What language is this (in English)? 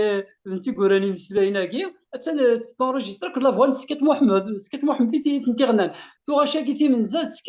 Kabyle